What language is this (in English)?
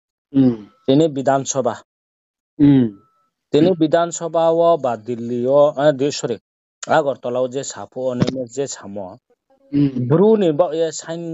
Riang (India)